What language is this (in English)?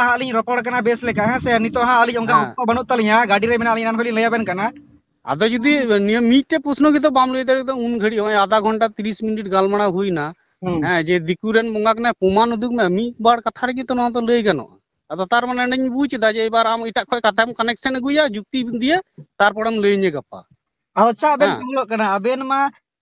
Santali